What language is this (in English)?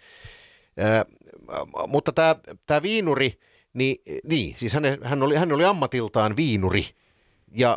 Finnish